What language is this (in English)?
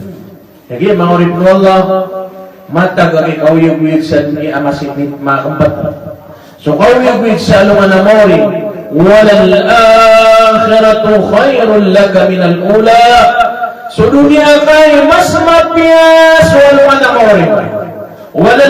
Maranao